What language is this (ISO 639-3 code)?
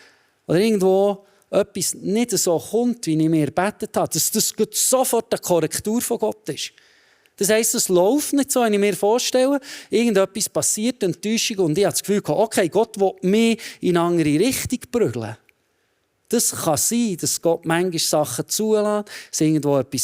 gsw